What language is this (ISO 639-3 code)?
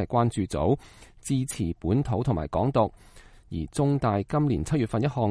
yue